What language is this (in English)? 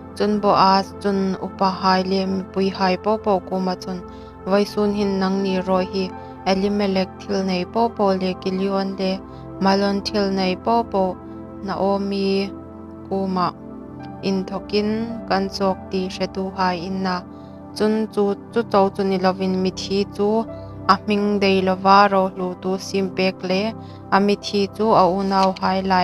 Hmar